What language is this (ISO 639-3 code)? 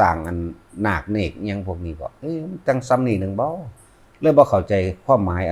lao